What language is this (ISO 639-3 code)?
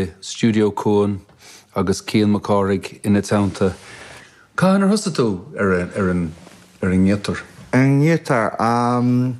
gle